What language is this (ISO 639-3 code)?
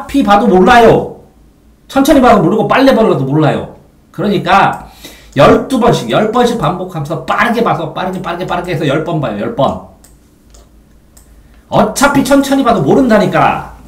kor